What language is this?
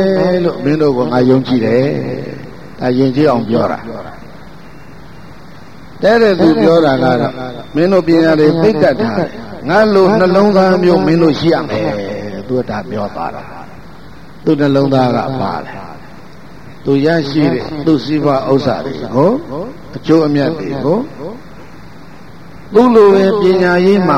Burmese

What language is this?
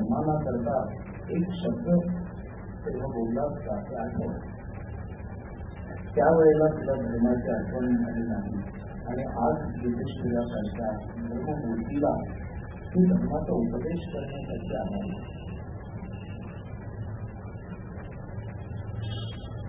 Marathi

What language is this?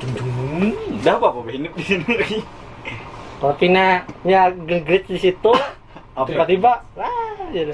Banjar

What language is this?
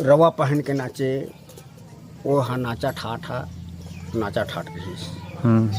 Chhattisgarhi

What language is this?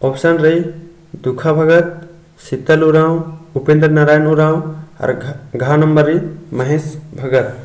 Kurukh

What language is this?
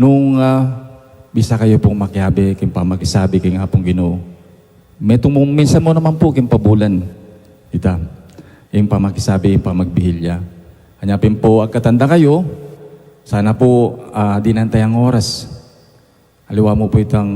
Pampanga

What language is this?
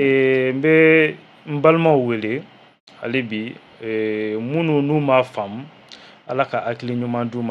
Bambara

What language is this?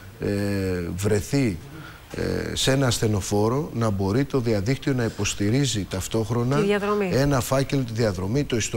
Greek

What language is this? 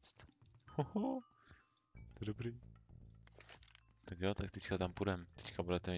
Czech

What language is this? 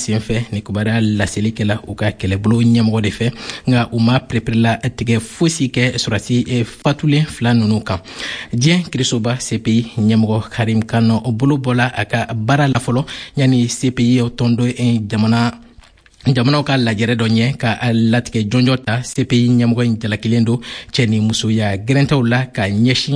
Bambara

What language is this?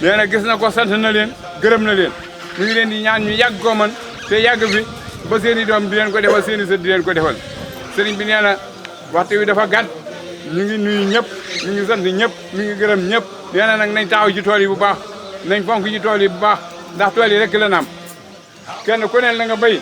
Wolof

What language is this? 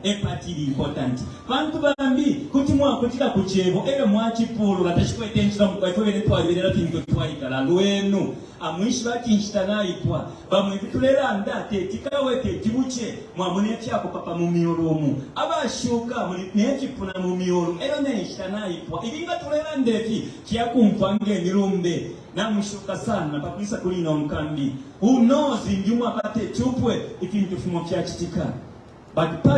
Bemba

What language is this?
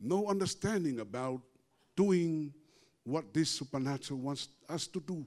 Samoan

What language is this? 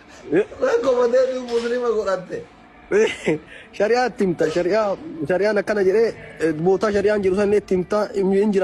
Oromo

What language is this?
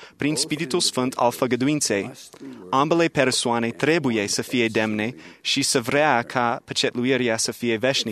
Romanian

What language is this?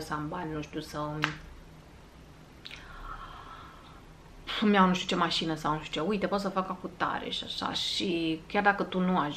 Romanian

